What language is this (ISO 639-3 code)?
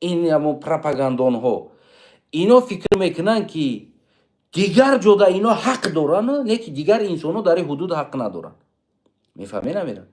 tgk